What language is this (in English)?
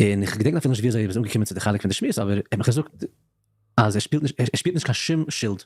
Yiddish